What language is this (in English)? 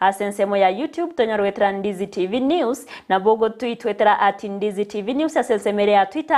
Gusii